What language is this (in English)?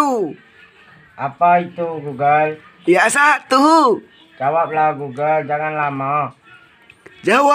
Rejang